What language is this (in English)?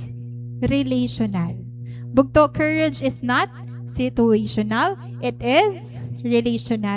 Waray